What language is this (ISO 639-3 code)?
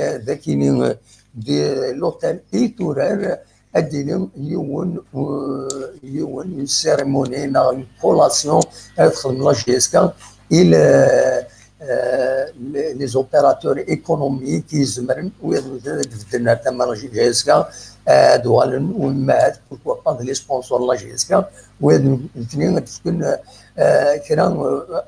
kab